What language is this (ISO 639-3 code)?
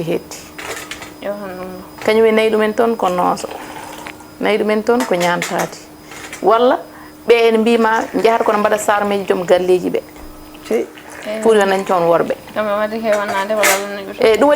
ful